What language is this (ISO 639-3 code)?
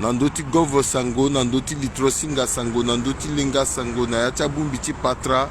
sag